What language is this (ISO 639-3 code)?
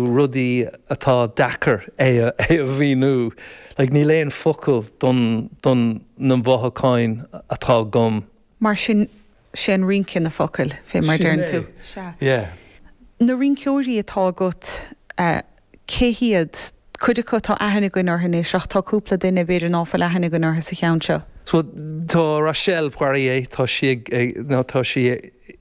gle